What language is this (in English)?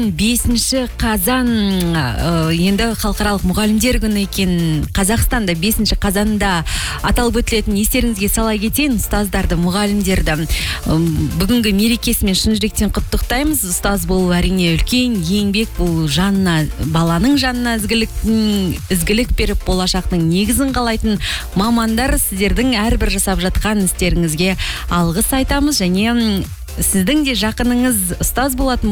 Kazakh